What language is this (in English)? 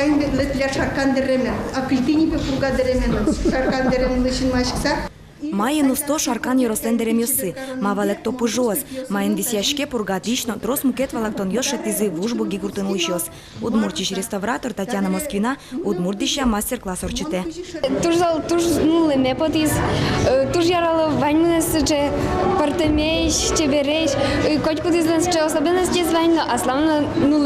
Udmurt